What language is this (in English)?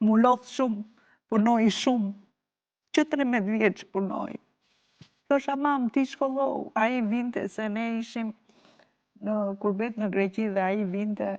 Albanian